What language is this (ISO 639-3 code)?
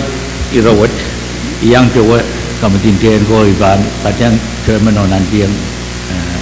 pon